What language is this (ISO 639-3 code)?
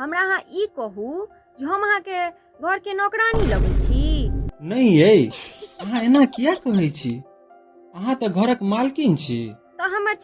mai